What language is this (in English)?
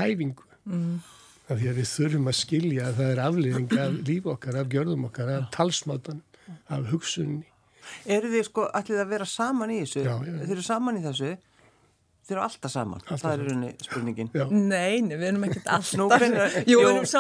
Icelandic